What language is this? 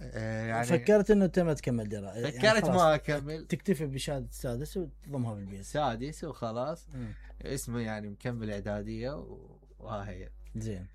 Mesopotamian Arabic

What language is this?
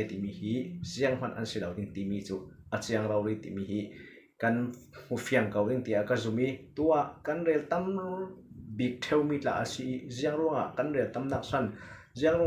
Falam Chin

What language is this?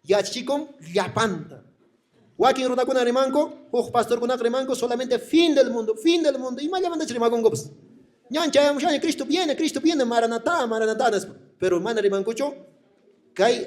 Quechua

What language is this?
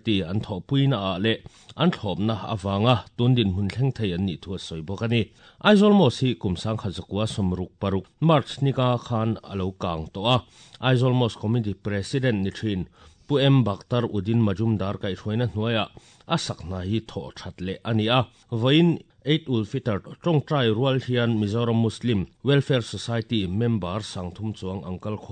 Mizo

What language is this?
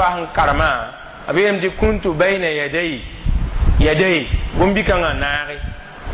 Mossi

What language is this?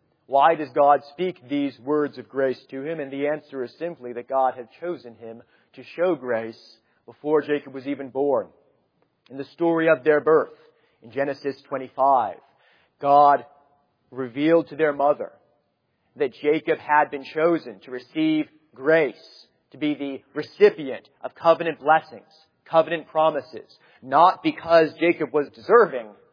English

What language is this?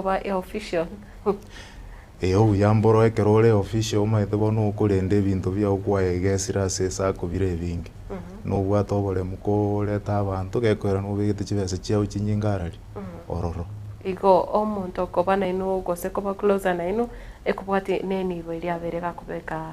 Gusii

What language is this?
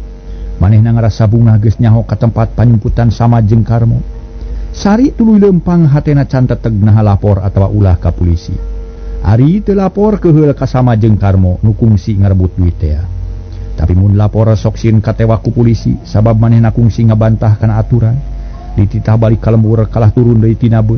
Sundanese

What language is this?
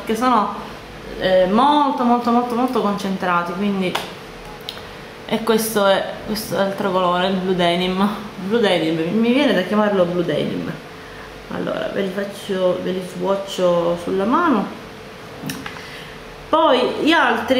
Italian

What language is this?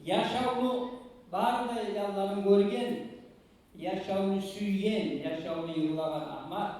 Kumyk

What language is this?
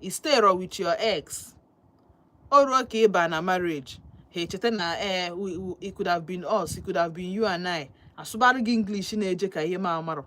Igbo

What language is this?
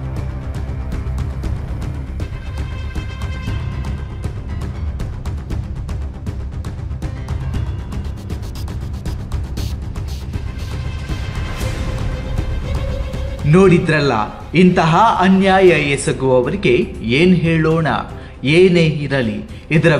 Kannada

